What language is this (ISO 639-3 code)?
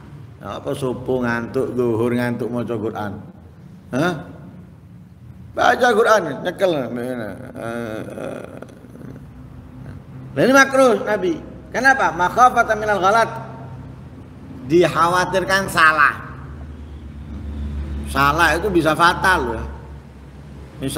ind